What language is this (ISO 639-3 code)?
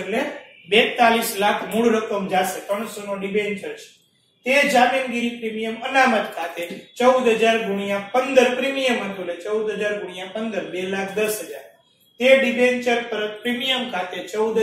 guj